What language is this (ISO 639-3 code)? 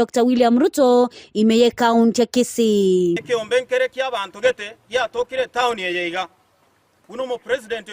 guz